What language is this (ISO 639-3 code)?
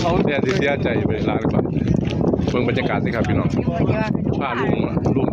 lao